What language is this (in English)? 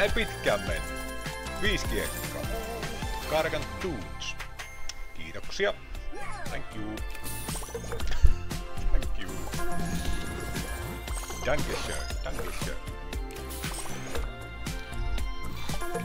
Finnish